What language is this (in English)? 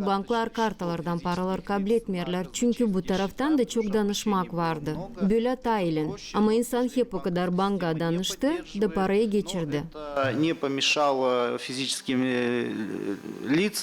Gagauz